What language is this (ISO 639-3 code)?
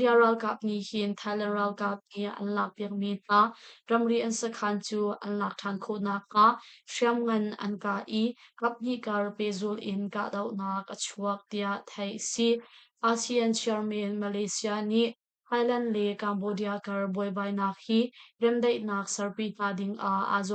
cnh